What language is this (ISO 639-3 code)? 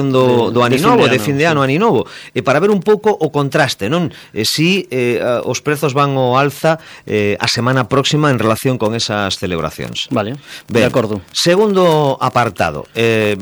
glg